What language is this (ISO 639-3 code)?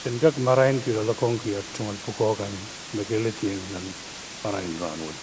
pon